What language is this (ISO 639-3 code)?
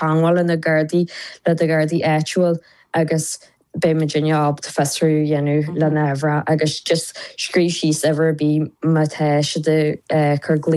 gle